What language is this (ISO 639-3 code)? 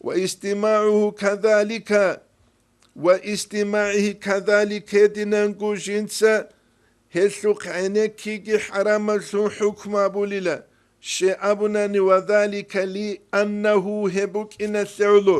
ava